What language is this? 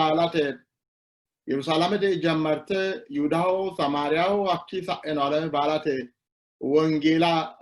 Sidamo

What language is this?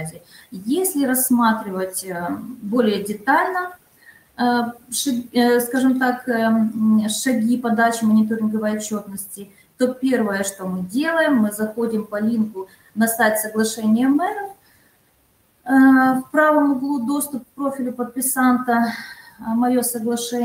Russian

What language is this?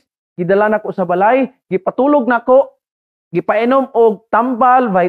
Cebuano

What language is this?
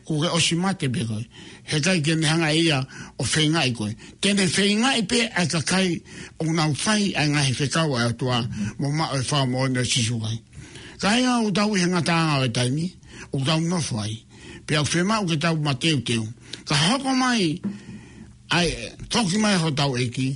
Tongan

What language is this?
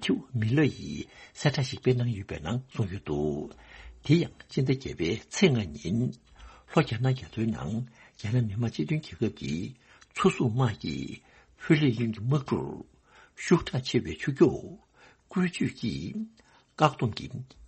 Tibetan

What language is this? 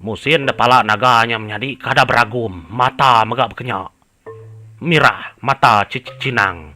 Iban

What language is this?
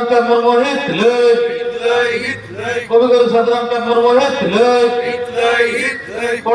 Santali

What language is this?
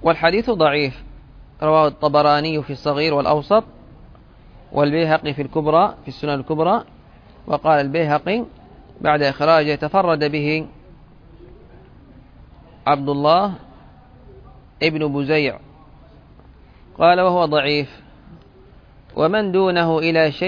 Arabic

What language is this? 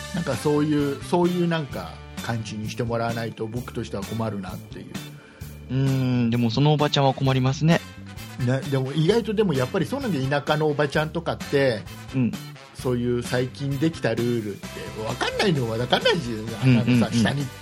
Japanese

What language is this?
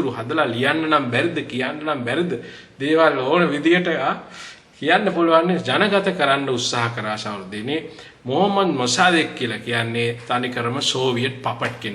Sinhala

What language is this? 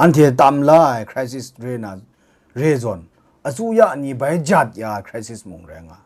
Kachin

